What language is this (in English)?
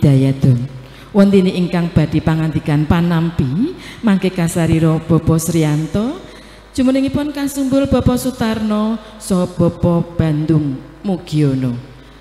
Javanese